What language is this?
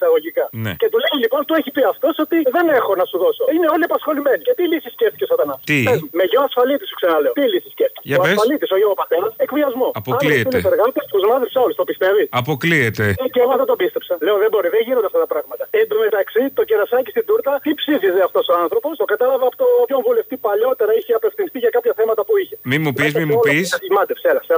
Greek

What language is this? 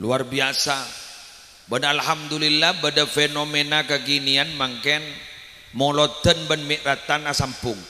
Madurese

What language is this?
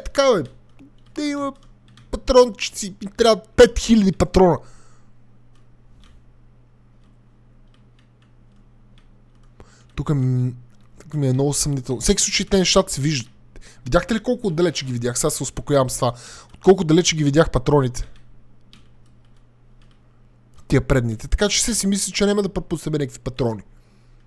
Bulgarian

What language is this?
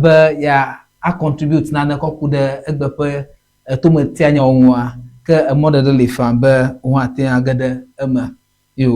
Ewe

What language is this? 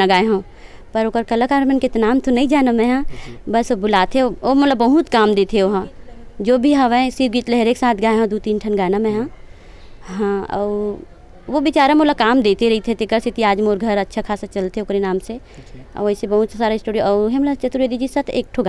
Chhattisgarhi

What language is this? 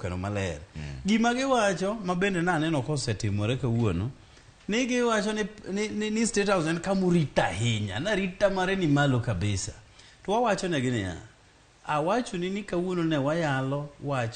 Luo (Kenya and Tanzania)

